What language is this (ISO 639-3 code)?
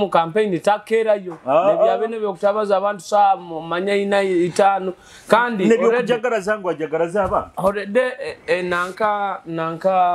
nyo